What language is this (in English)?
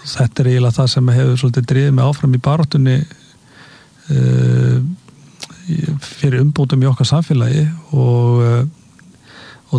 Icelandic